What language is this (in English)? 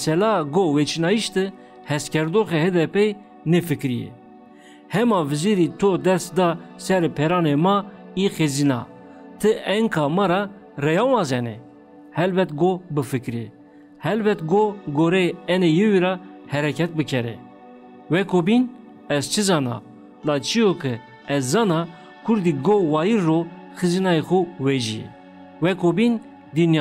Zaza